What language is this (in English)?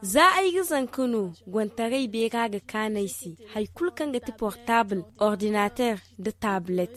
Zarma